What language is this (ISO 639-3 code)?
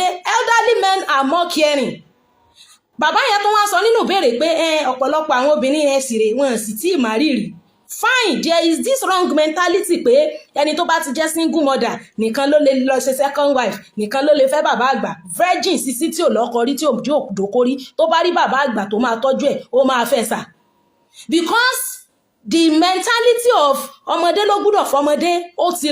yor